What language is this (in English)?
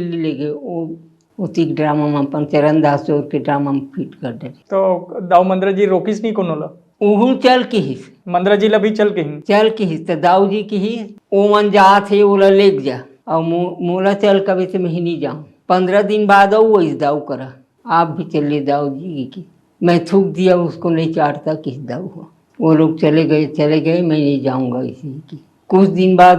Chhattisgarhi